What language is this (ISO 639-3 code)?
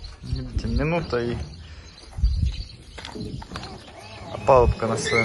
ukr